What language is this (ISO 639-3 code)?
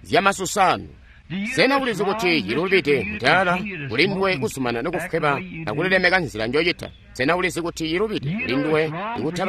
toi